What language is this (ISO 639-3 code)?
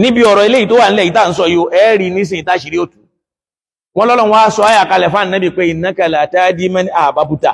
yor